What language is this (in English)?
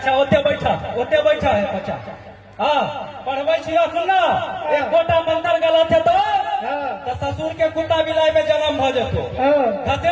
Maithili